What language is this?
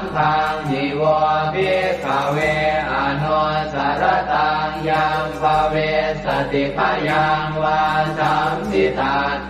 Pali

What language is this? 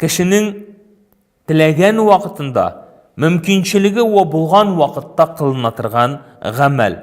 Tatar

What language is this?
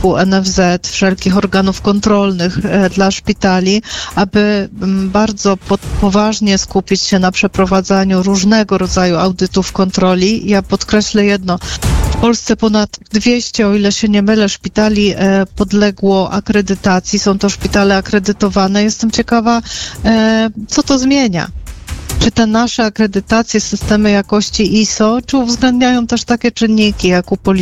Polish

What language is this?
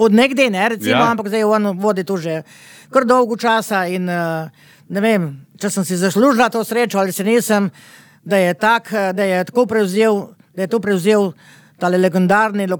Slovenian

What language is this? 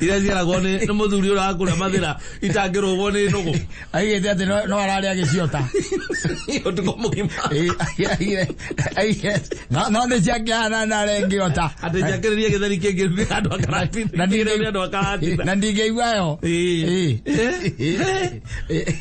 Kikuyu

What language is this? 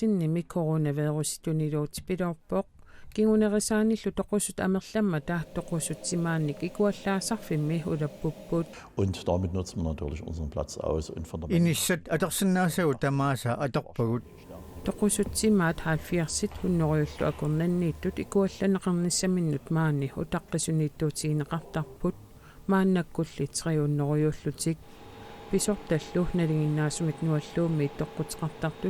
Kalaallisut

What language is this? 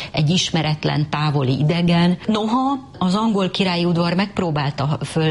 Hungarian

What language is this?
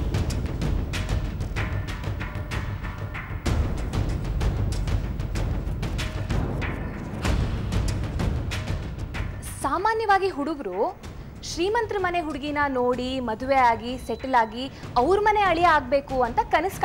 Kannada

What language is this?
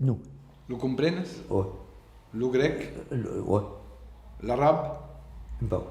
Occitan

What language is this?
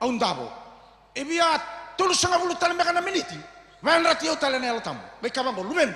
Fijian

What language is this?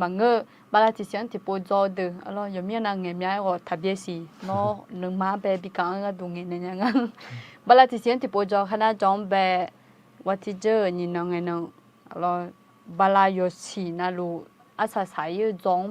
Akha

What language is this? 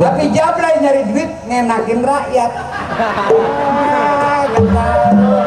Betawi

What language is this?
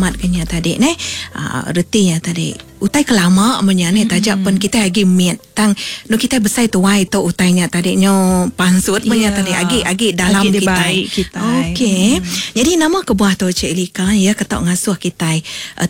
Iban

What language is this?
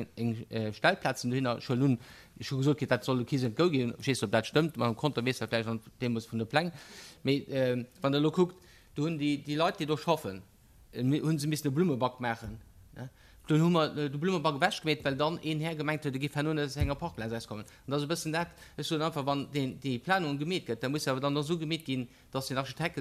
Luxembourgish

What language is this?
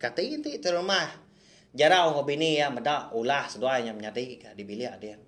Iban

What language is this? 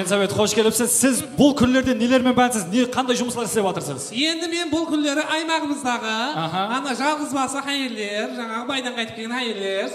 Kara-Kalpak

